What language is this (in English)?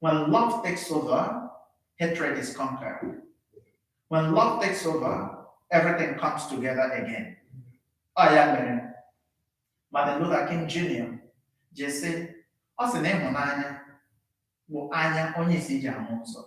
Igbo